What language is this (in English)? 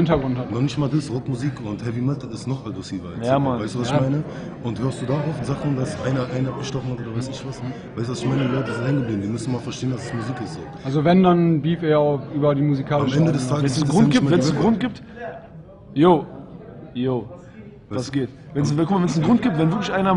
German